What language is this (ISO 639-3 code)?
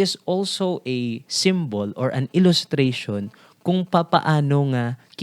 hil